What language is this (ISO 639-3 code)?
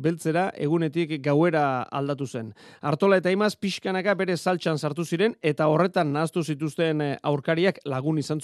eus